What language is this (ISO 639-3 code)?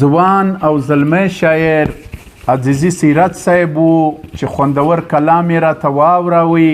pus